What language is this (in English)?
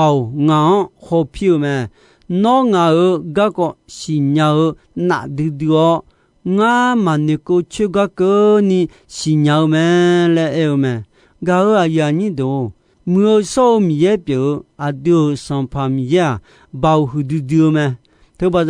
Akha